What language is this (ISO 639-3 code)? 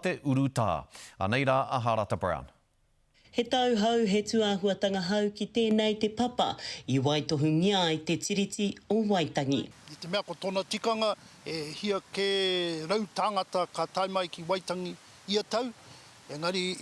mri